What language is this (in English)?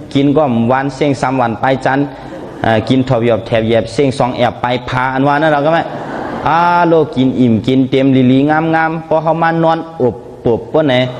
Shan